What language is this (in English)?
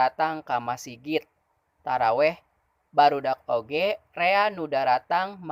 Sundanese